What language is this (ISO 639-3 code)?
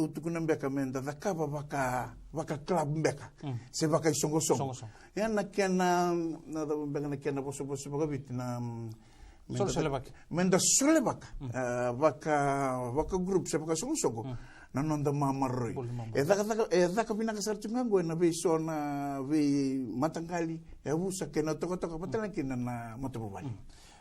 fij